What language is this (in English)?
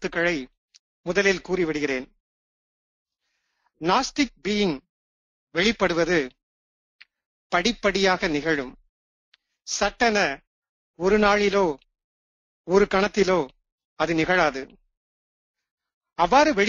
Tamil